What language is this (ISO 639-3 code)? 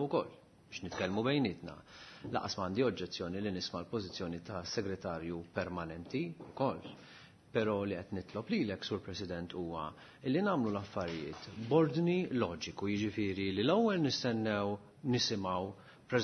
mlt